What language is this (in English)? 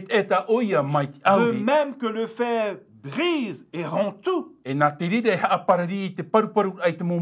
Tahitian